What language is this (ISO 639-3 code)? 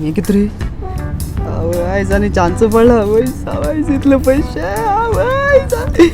kok